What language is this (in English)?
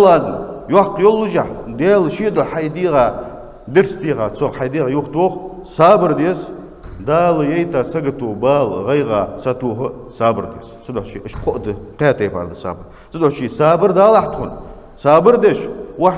Ingush